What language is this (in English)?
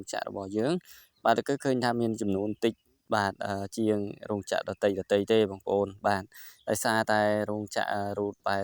Khmer